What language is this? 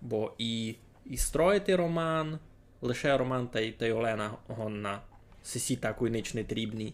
Rusyn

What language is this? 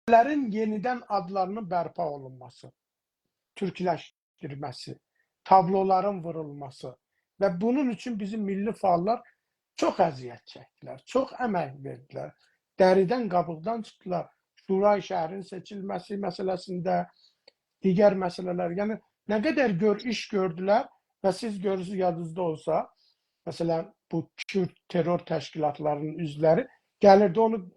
South Azerbaijani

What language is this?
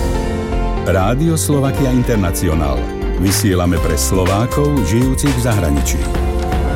Slovak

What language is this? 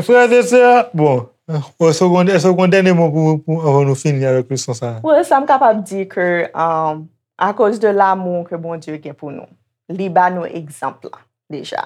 Haitian Creole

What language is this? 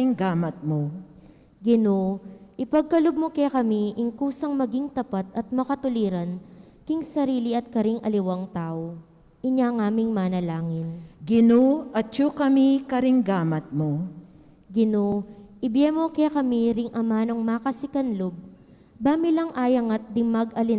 Pampanga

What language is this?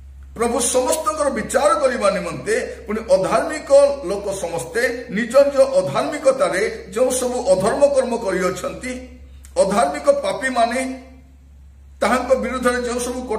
Odia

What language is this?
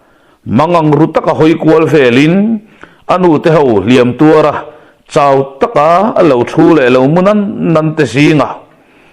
Mizo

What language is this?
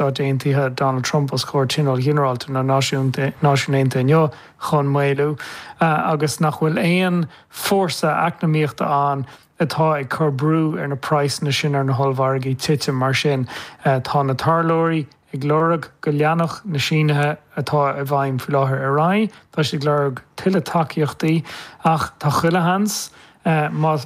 Irish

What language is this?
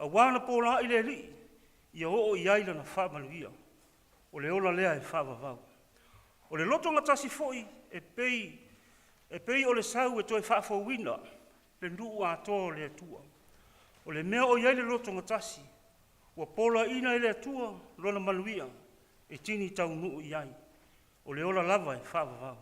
Samoan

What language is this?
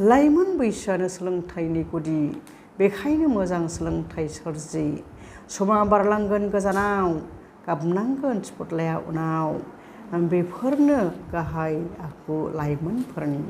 Bodo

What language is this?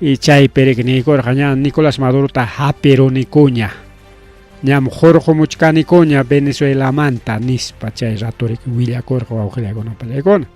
Ayacucho Quechua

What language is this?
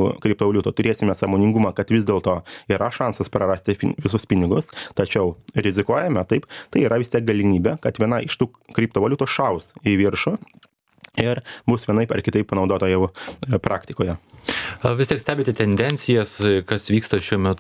Lithuanian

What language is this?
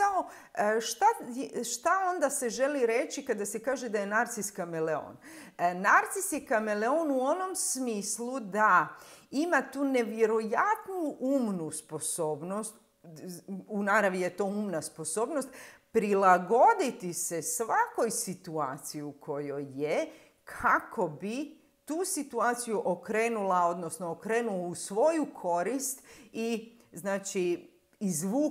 Croatian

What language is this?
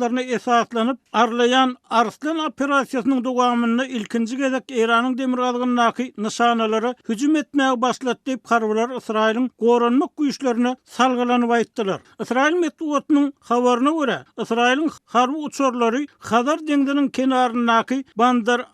Turkmen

